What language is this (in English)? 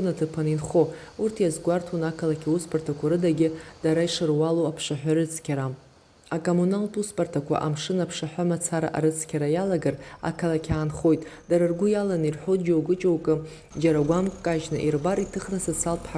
Abkhazian